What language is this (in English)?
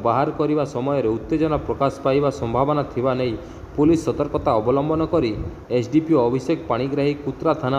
Odia